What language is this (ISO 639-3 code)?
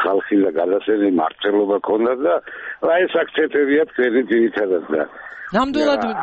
kat